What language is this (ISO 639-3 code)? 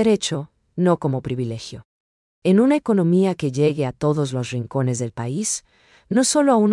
spa